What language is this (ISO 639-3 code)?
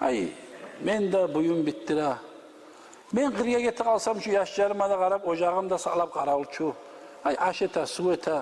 kum